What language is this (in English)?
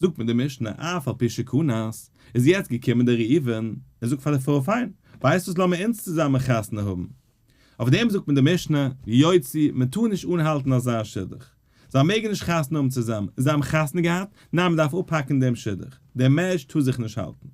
Yiddish